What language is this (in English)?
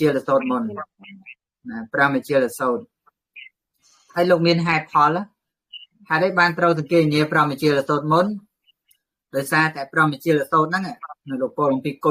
Khmer